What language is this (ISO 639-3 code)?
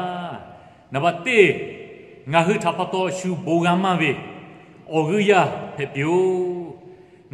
lhu